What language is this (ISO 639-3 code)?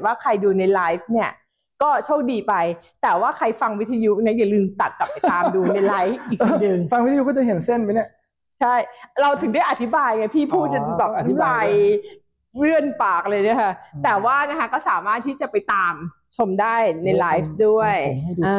tha